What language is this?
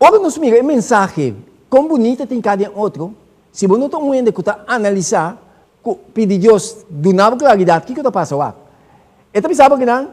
Papiamento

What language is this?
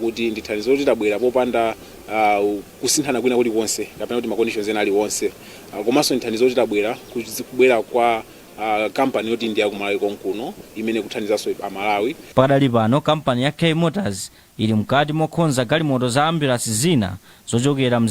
Nyanja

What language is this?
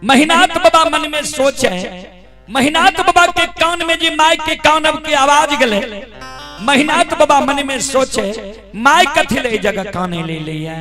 Maithili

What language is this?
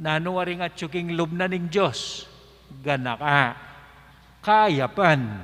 Pampanga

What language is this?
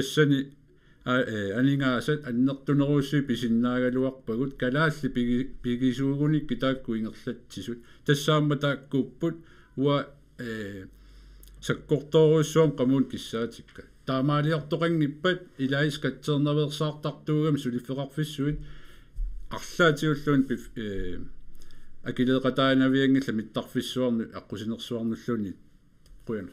Kalaallisut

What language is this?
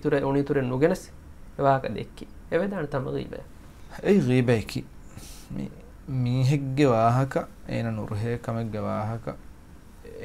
Divehi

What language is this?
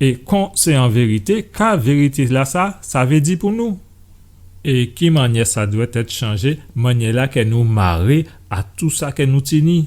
Guadeloupean Creole French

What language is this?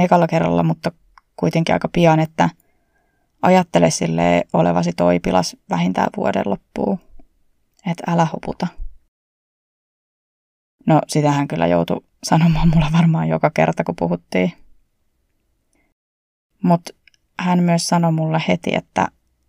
Finnish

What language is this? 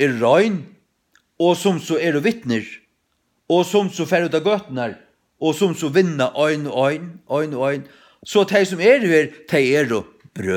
Faroese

